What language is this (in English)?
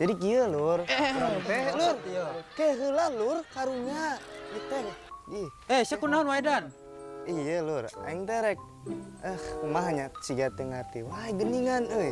Sundanese